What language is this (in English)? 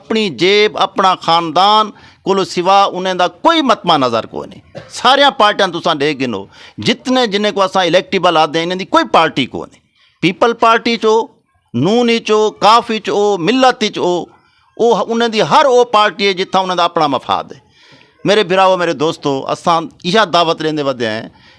Saraiki